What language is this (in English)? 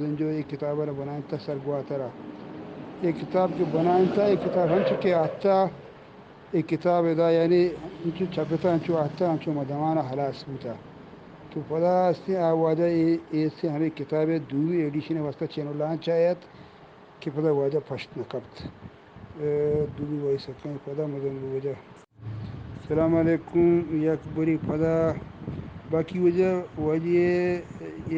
Eastern Balochi